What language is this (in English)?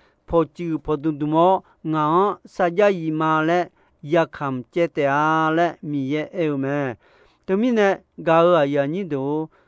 Akha